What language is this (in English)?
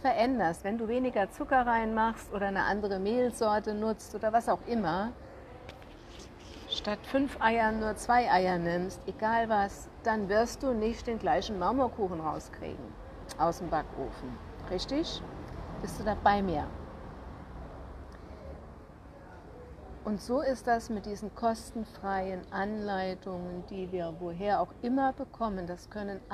German